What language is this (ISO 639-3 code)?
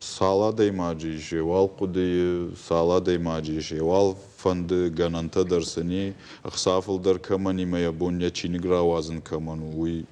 oss